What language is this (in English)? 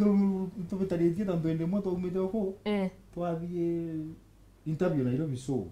Meru